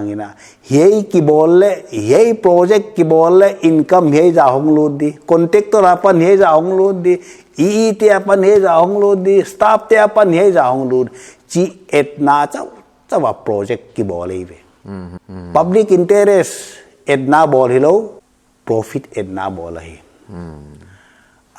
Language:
Paite Chin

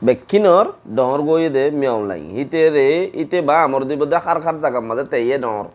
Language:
Rohingya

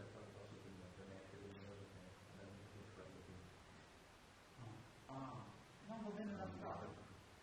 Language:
Italian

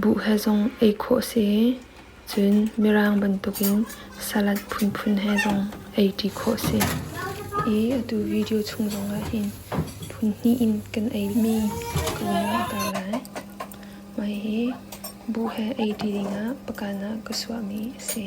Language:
Hakha Chin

